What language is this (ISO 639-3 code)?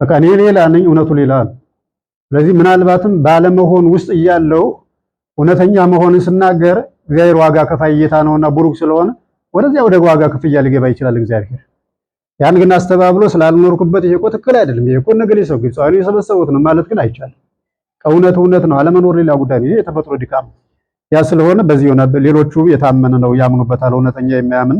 amh